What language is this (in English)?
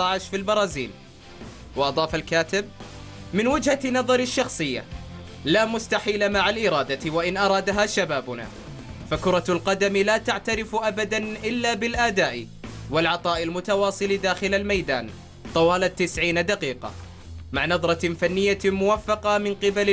Arabic